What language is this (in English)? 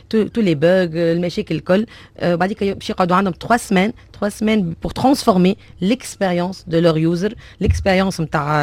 Tunisian Arabic